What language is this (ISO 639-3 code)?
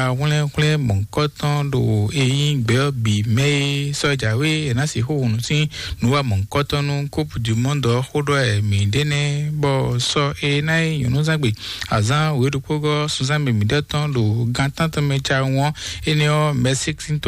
fon